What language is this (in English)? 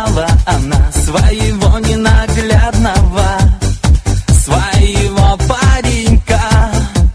Russian